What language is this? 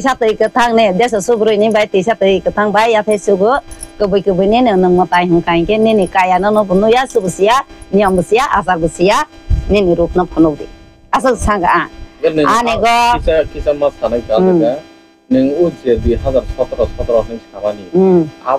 Kok Borok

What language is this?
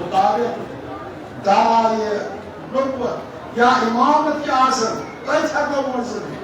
Kashmiri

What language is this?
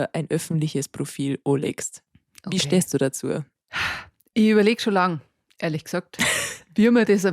Bavarian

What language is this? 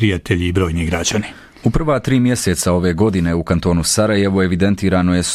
Bosnian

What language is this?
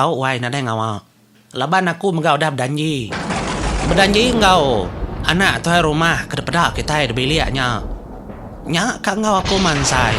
Iban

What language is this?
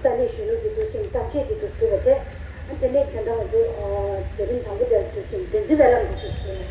Tibetan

